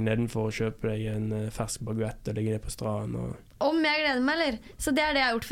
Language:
Norwegian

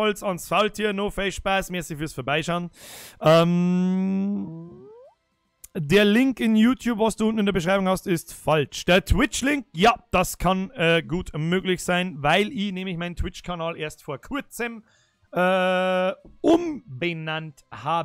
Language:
Bavarian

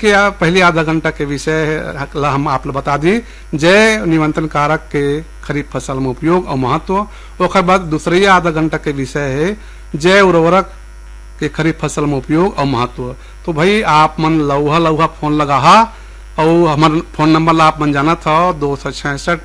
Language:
Chhattisgarhi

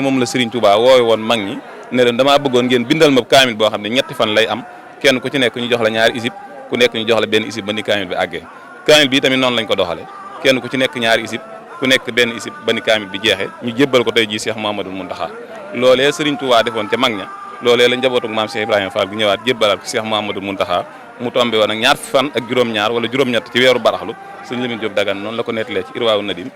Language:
Wolof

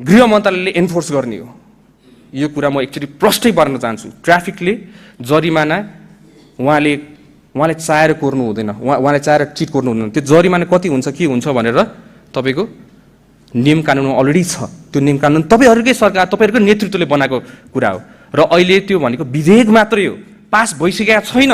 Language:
Nepali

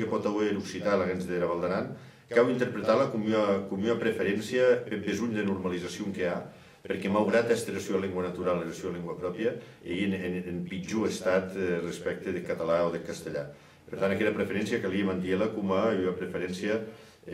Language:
Occitan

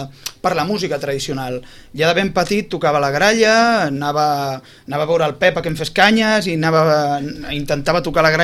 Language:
Catalan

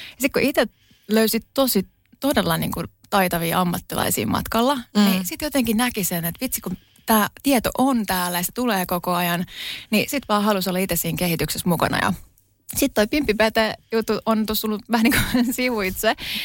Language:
Finnish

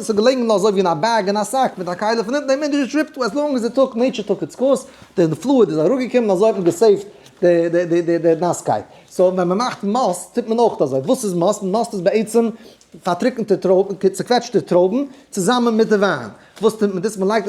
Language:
Yiddish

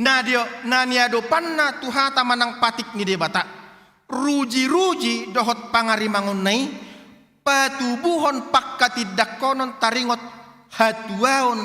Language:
Batak Toba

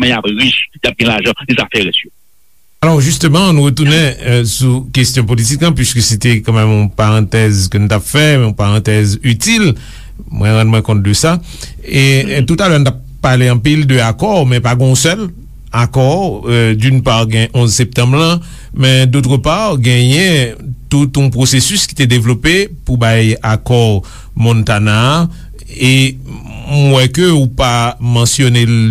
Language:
Haitian Creole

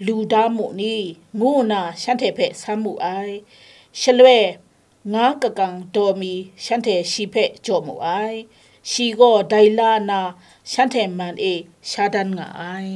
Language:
Kachin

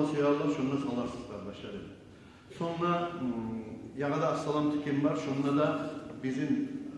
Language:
Kumyk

